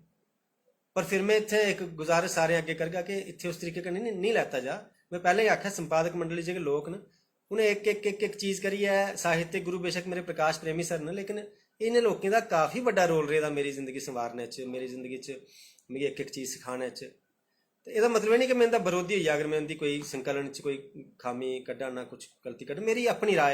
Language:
Dogri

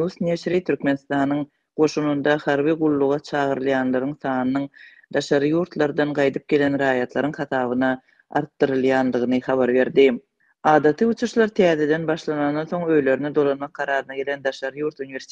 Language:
Turkmen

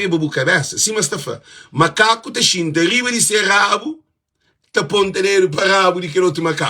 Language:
Kabuverdianu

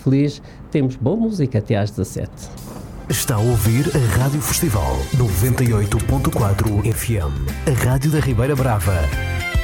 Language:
Portuguese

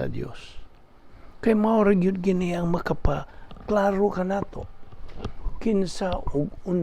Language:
Cebuano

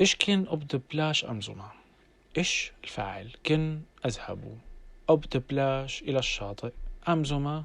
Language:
North Levantine Arabic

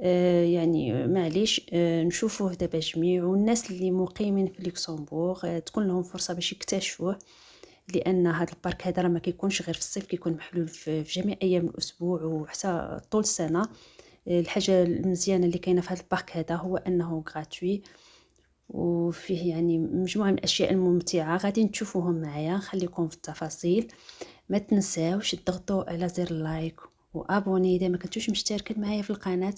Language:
Moroccan Arabic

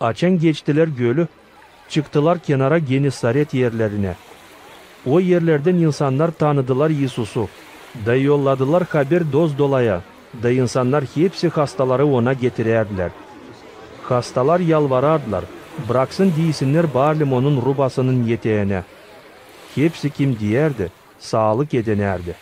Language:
Gagauz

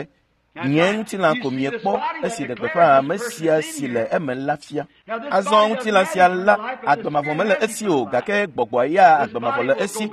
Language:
Ewe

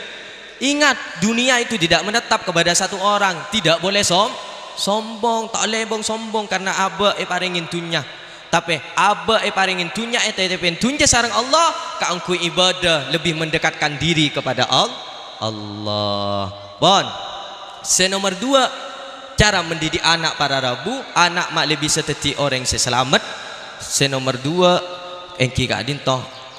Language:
Madurese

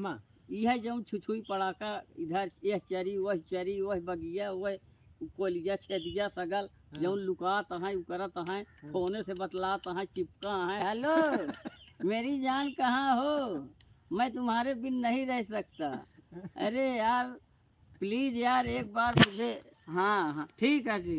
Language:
Awadhi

